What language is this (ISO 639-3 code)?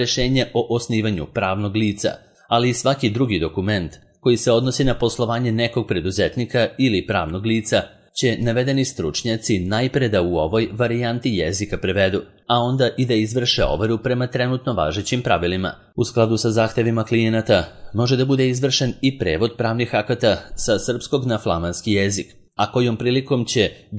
srp